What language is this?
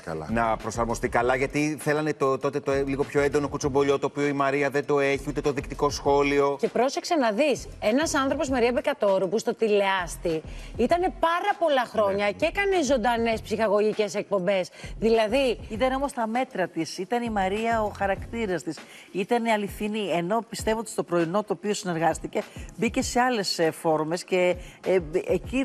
Greek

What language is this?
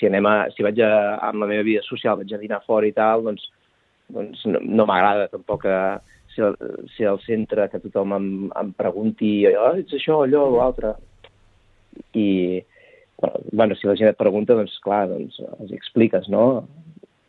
Catalan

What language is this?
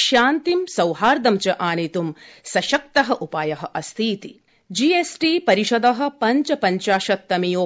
Sanskrit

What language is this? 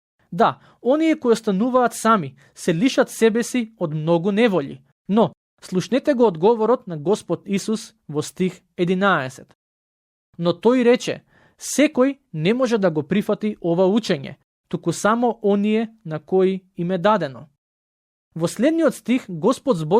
Macedonian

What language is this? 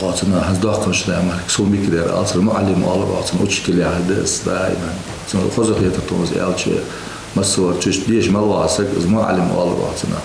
Ingush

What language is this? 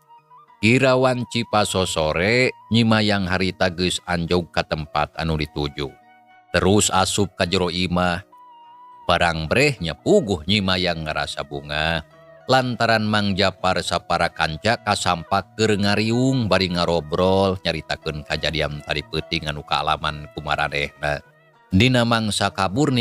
Sundanese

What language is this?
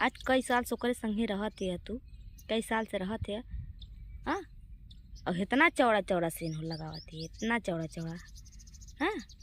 Bhojpuri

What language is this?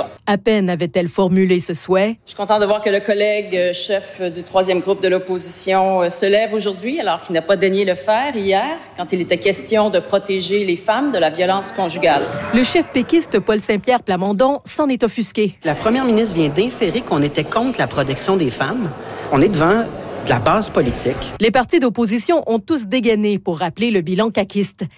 French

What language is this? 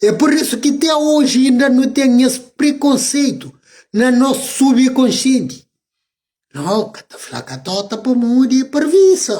Kabuverdianu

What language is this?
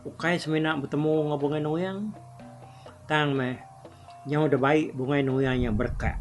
Iban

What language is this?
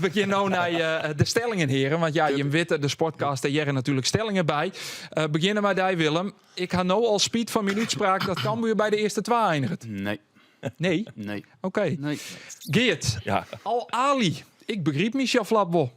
Western Frisian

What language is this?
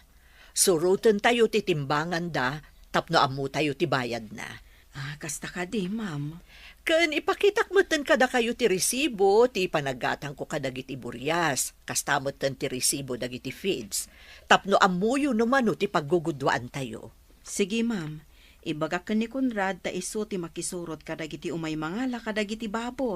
Iloko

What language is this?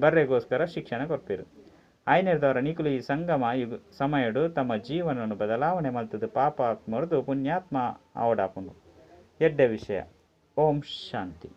Tulu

